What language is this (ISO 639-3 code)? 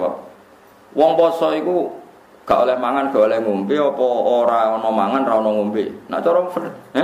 jav